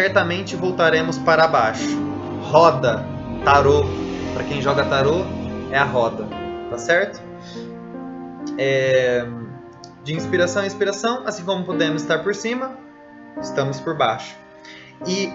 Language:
Portuguese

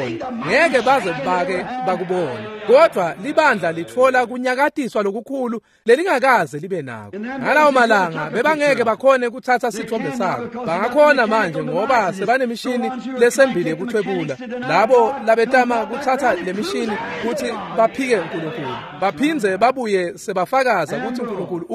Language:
Swati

